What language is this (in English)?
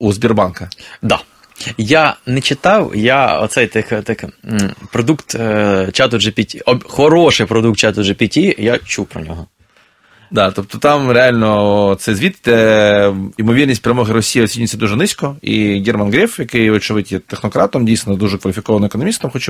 Ukrainian